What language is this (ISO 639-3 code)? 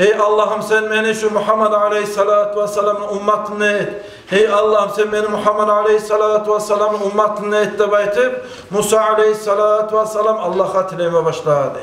kum